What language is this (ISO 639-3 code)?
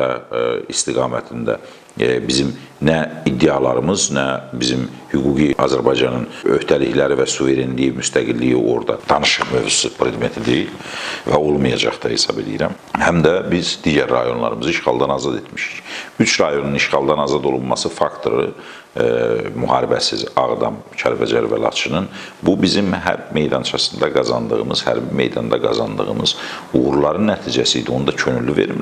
aze